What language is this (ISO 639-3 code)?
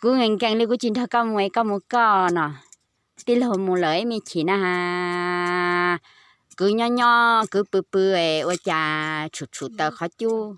hmn